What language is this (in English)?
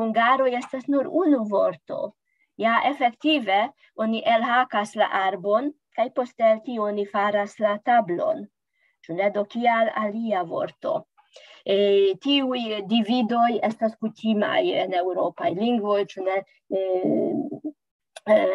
Esperanto